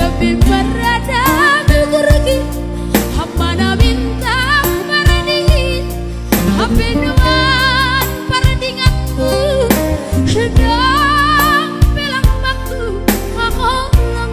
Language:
Batak Simalungun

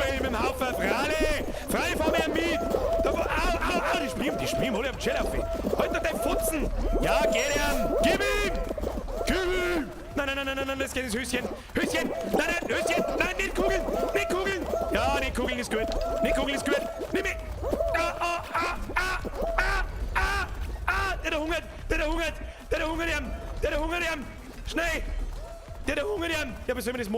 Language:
Bavarian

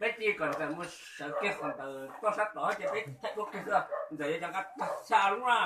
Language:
Hmong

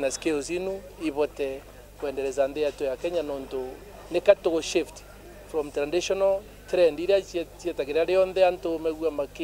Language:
Meru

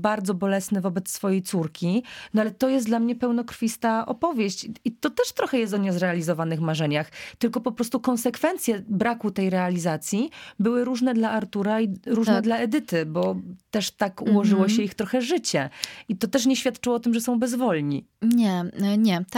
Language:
Polish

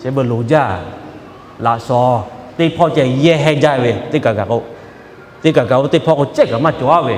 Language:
Lahu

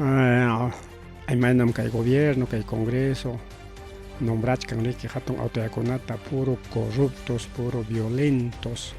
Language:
Ayacucho Quechua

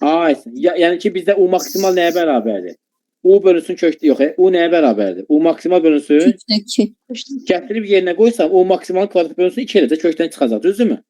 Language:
Azerbaijani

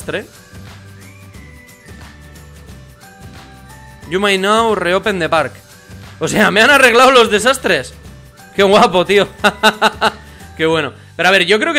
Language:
Spanish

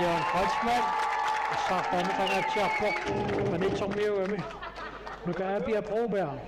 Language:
Kalaallisut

